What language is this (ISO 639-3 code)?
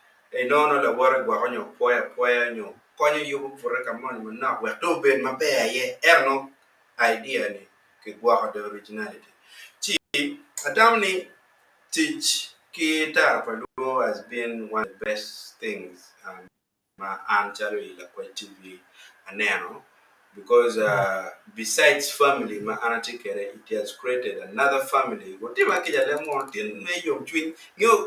ach